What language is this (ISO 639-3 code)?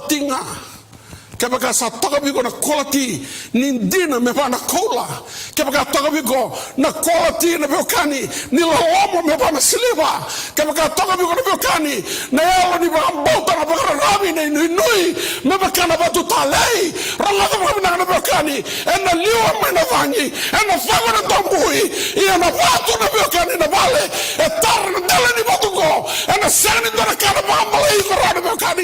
fij